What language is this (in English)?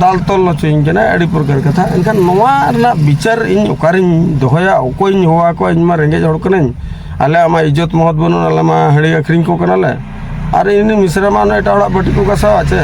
Santali